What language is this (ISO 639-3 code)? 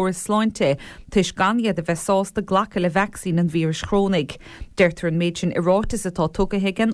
gle